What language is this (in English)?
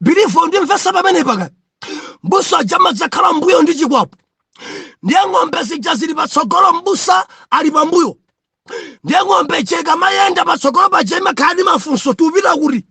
Nyanja